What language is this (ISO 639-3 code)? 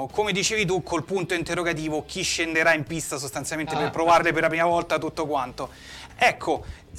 ita